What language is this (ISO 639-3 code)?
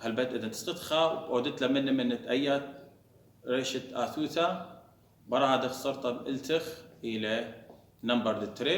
aii